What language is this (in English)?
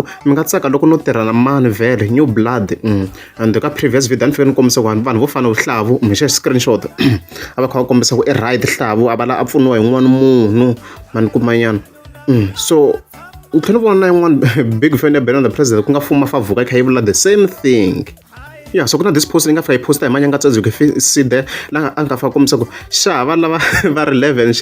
Tsonga